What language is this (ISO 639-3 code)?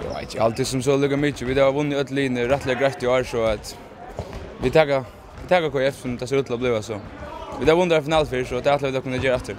fao